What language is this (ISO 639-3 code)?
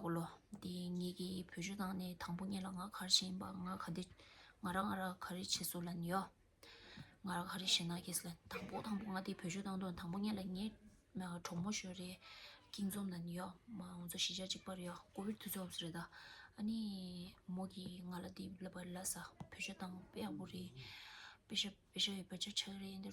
bod